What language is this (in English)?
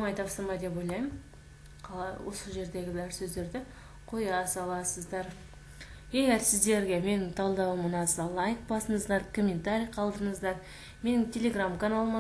Kazakh